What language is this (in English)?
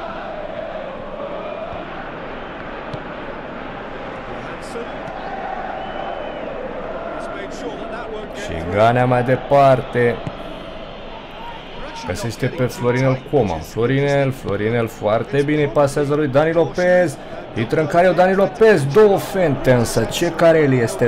Romanian